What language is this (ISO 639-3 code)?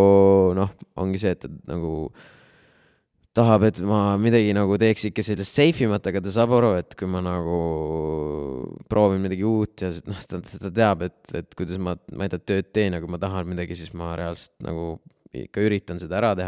est